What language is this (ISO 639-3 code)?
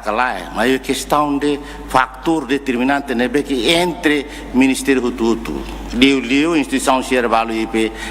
tet